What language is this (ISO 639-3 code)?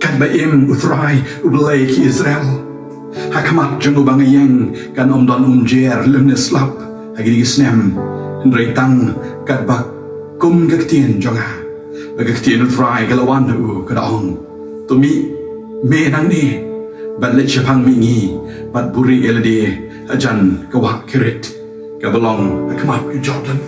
kha